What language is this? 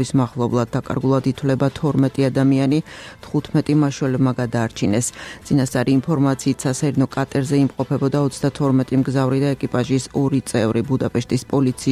Georgian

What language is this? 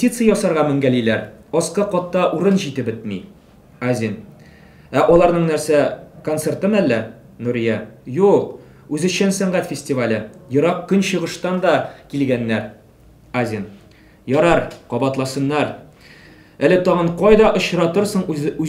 Tatar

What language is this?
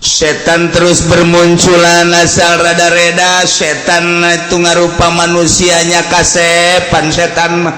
Sundanese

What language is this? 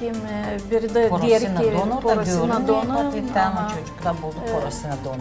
Gagauz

